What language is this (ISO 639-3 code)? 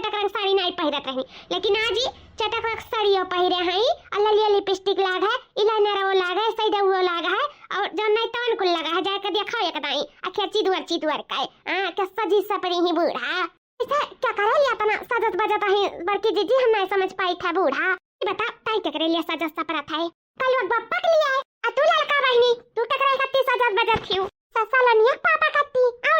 awa